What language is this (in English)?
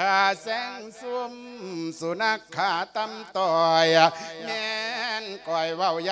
Lao